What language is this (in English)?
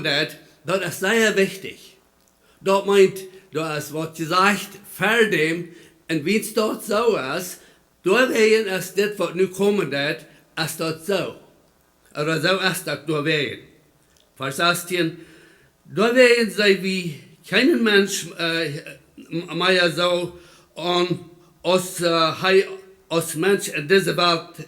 Plautdietsch